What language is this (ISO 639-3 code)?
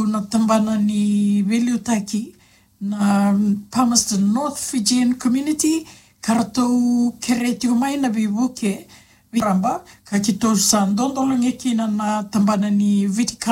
fij